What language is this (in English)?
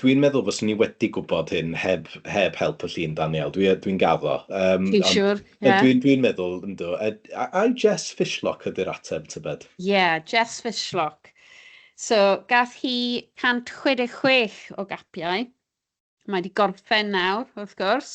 Welsh